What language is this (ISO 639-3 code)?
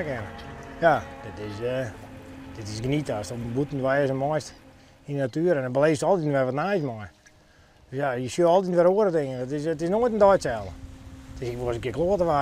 fry